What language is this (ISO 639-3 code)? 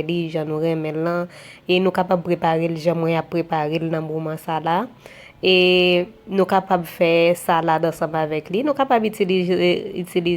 hat